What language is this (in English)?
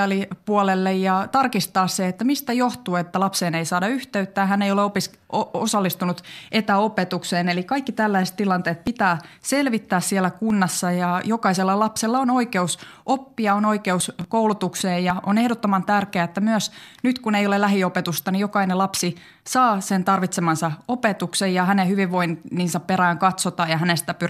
Finnish